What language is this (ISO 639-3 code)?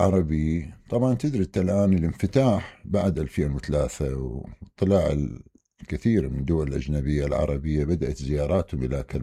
acm